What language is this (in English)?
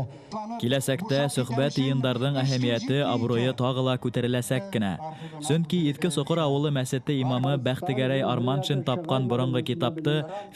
Bashkir